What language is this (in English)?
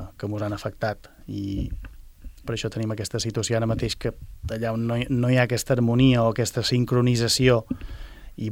Catalan